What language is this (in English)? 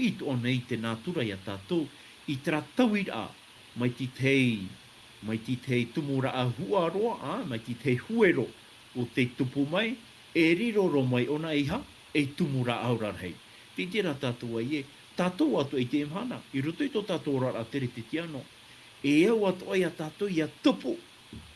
Tahitian